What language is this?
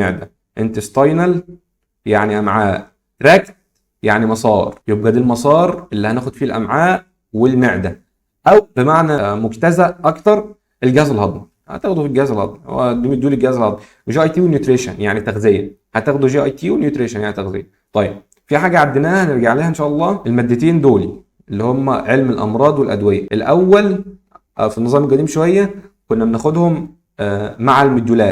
Egyptian Arabic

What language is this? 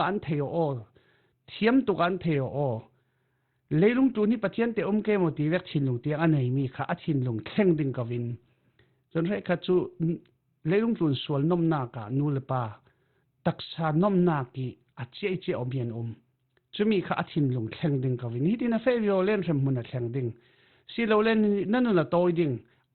Falam Chin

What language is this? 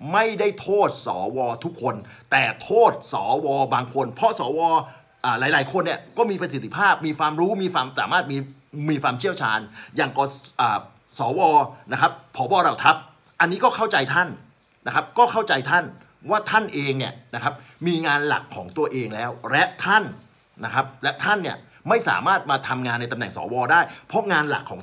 Thai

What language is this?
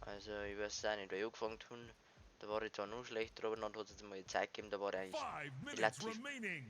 Bavarian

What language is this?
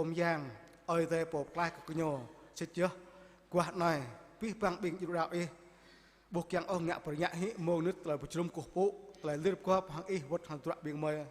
Jarai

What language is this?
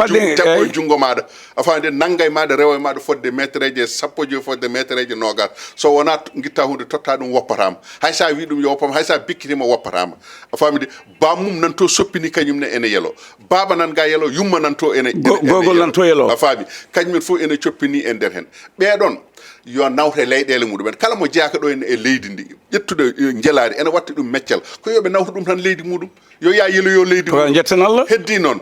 Fula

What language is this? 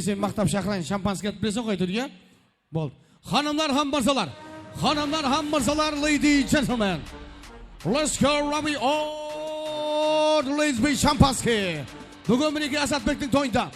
Kara-Kalpak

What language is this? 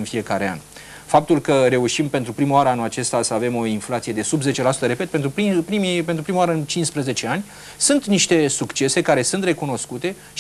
Romanian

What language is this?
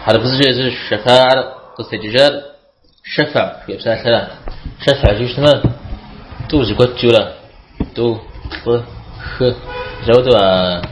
Kabardian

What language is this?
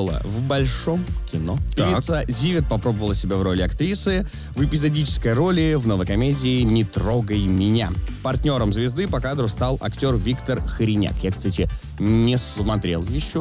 Russian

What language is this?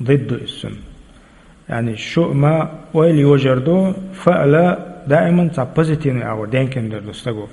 Chechen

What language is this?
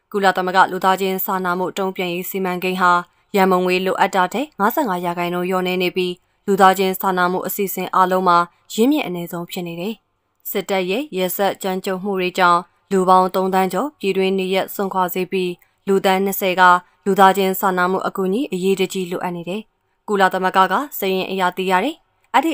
Burmese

